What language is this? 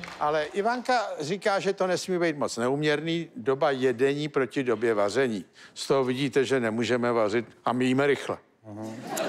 Czech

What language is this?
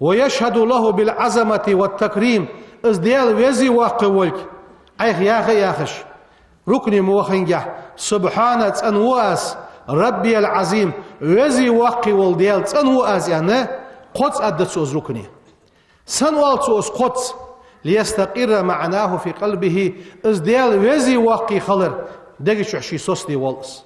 Ingush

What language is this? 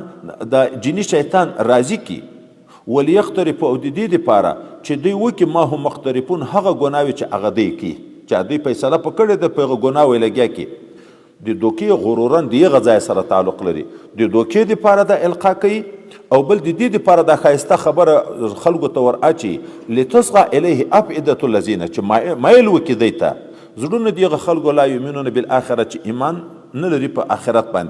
Pashto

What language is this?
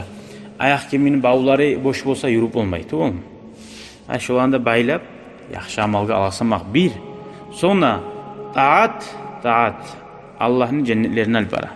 Kumyk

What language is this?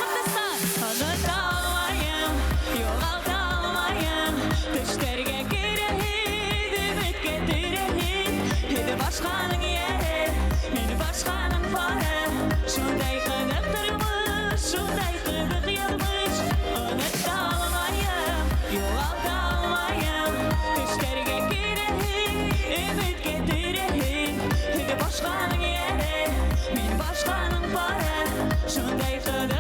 Bashkir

